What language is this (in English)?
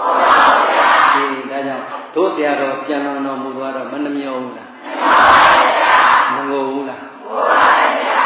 Burmese